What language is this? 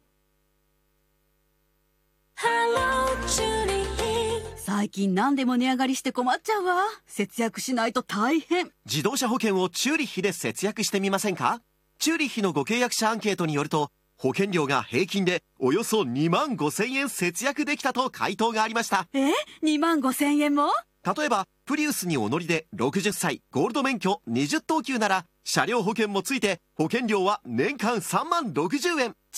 Japanese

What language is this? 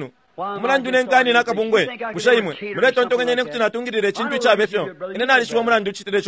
Bemba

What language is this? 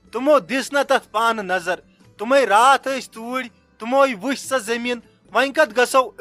Kashmiri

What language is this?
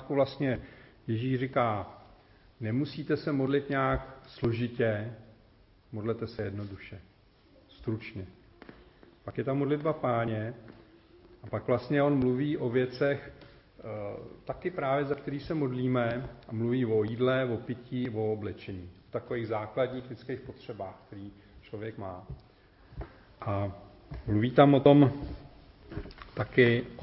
Czech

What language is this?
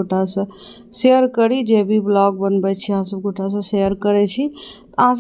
Maithili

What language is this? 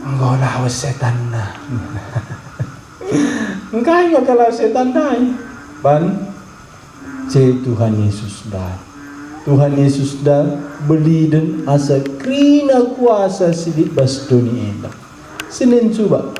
Batak Karo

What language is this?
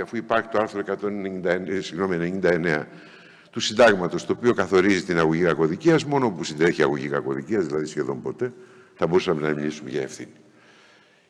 Greek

